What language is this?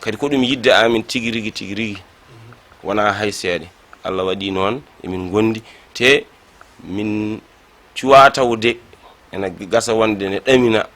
Fula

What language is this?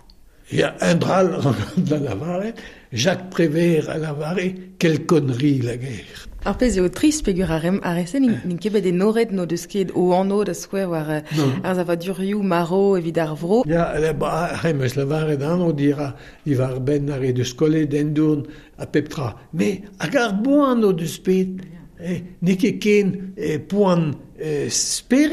Breton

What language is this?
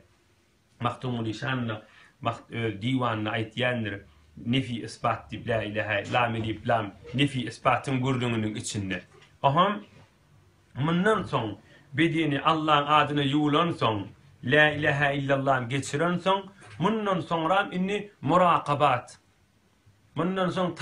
Turkmen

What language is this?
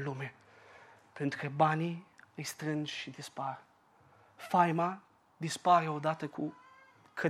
Romanian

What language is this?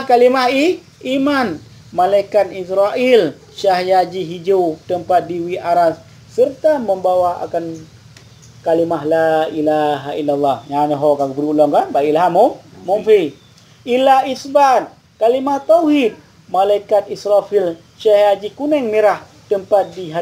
Achinese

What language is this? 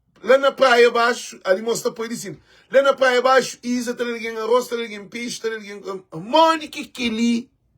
Kabuverdianu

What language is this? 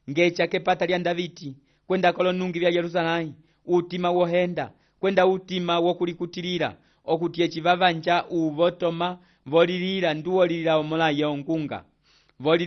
Umbundu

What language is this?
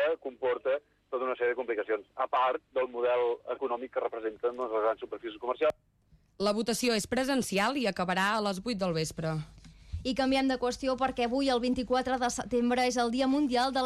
Catalan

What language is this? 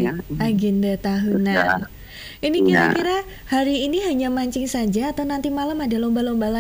Indonesian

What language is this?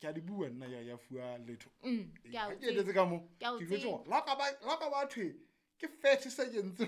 Southern Sotho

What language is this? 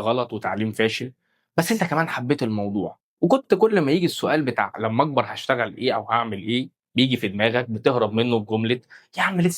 Egyptian Arabic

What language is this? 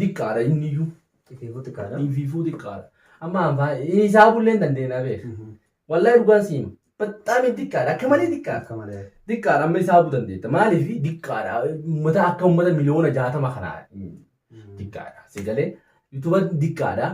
Oromo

